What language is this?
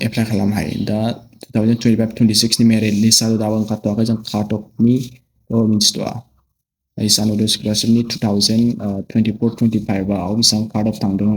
Bodo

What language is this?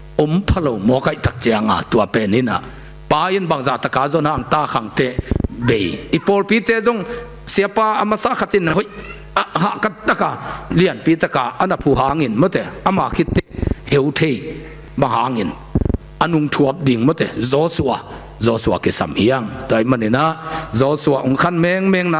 Tedim Chin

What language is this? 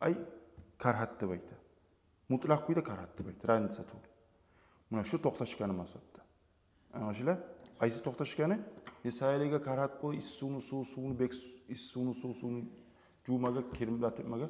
Kumyk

